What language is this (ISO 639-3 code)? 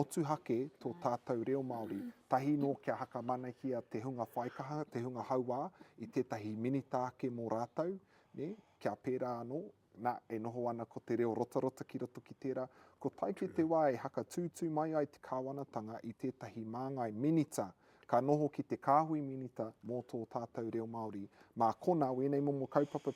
mri